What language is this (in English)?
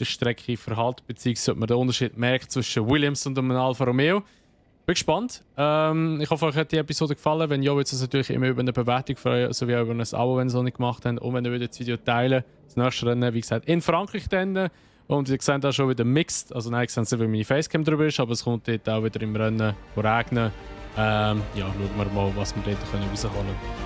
Swiss German